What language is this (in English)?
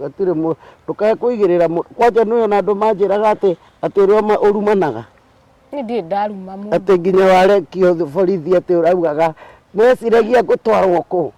Kikuyu